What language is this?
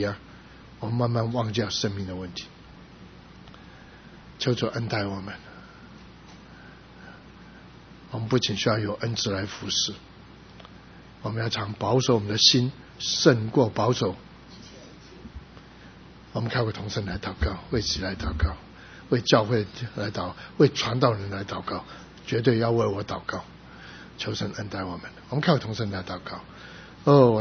Chinese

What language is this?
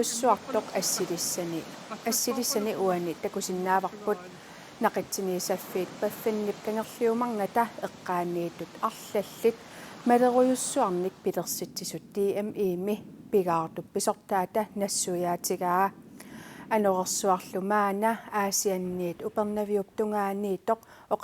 Kalaallisut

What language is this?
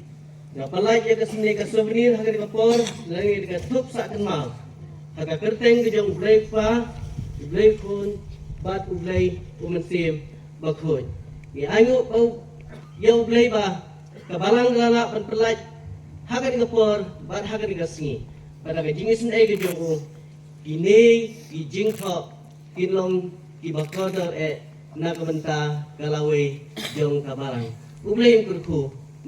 Khasi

